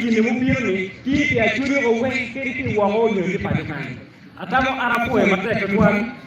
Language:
Acoli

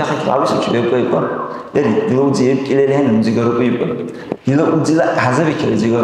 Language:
Dargwa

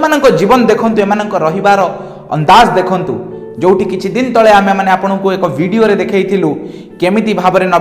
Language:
Odia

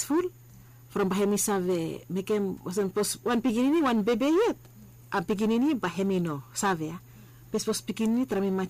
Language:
Bislama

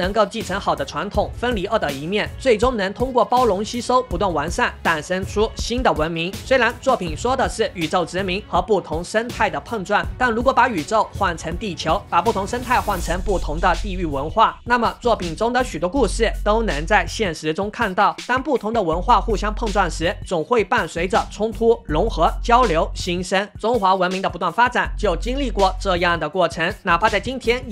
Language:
Chinese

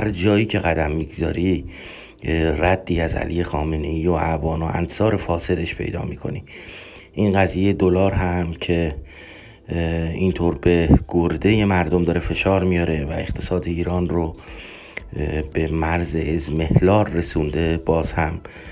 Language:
Persian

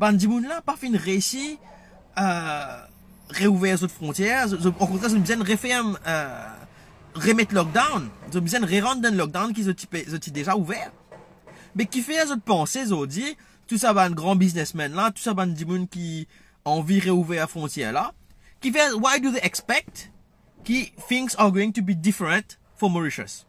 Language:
Morisyen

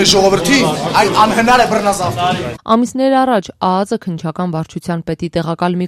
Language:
Armenian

